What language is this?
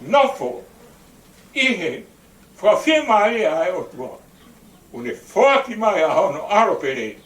Tongan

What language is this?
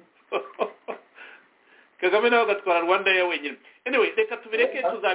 Kinyarwanda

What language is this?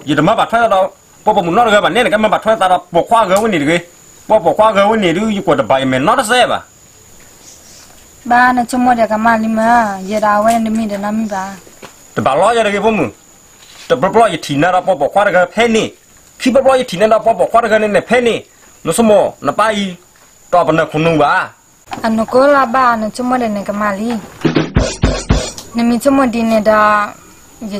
S'gaw Karen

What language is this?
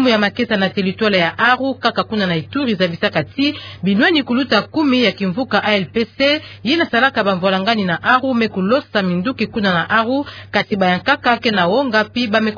Kituba (Democratic Republic of Congo)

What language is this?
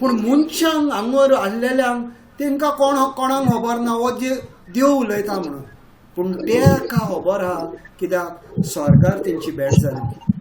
Konkani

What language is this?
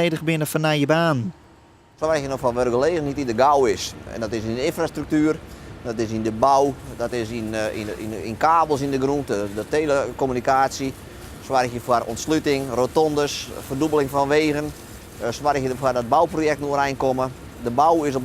Western Frisian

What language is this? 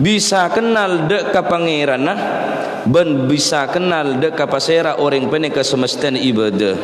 Madurese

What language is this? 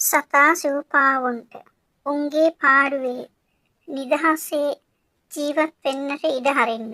Sinhala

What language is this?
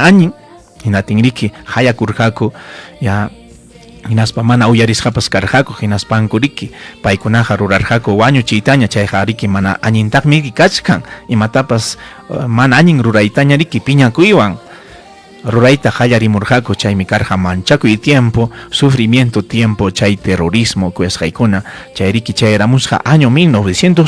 Ayacucho Quechua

